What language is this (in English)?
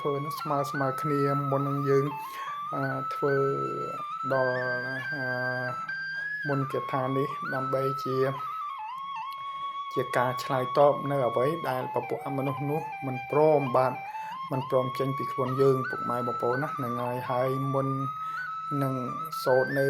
Khmer